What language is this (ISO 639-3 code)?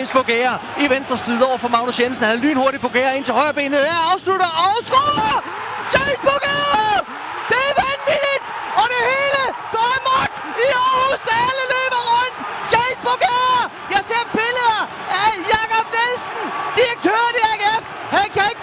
dan